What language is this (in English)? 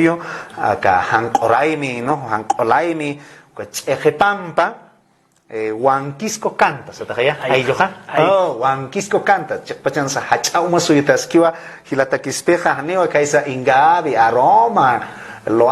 Aymara